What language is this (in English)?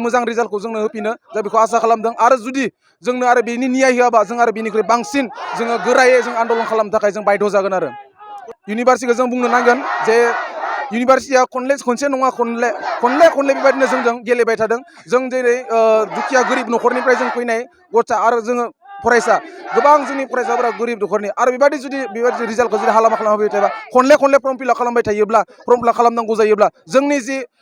Bodo